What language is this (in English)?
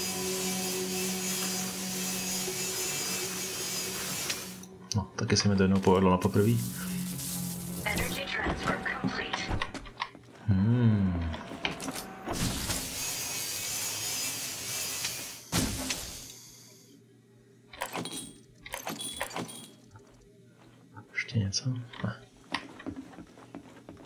Czech